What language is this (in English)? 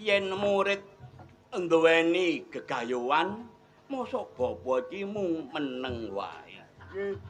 Javanese